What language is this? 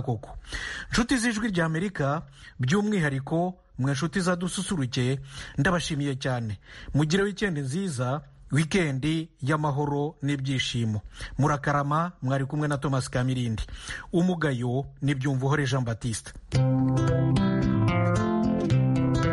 Kinyarwanda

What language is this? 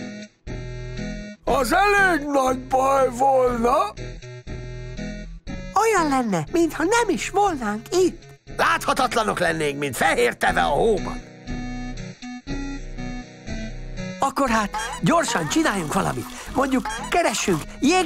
Hungarian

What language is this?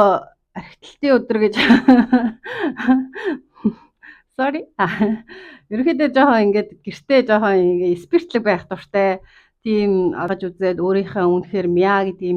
Mongolian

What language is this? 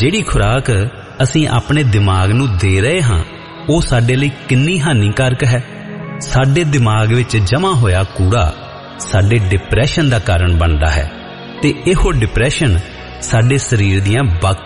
Punjabi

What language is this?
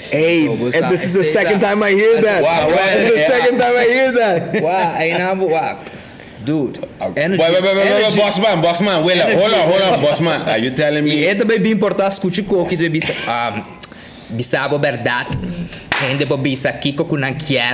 Papiamento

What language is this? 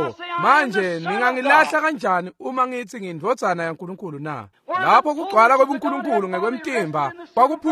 Swati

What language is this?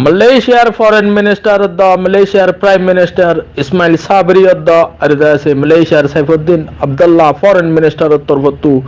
Rohingya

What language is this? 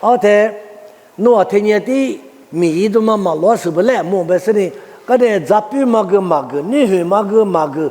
Lisu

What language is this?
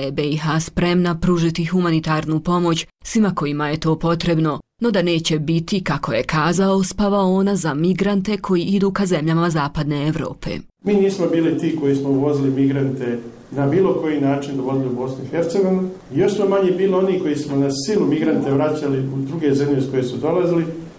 Bosnian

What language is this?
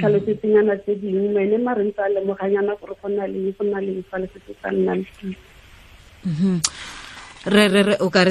Tswana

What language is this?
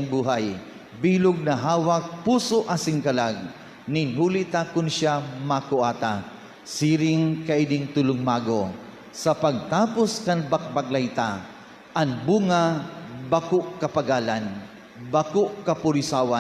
Bikol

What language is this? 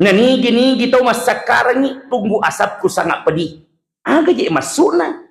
Buginese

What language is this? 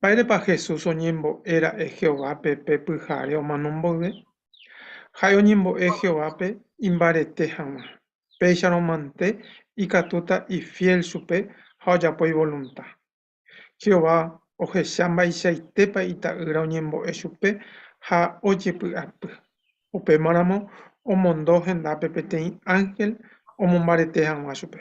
Guarani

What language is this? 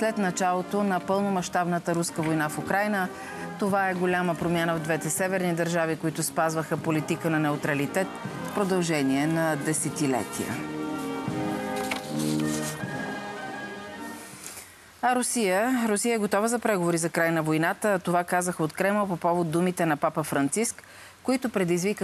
Bulgarian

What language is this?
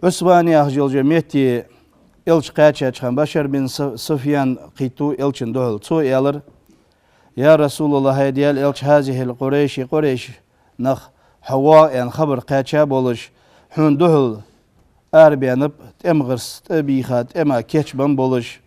Ingush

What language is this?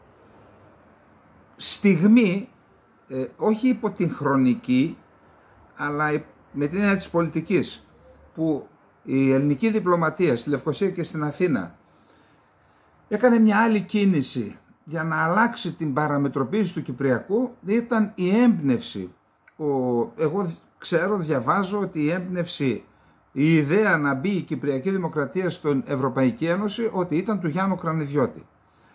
Greek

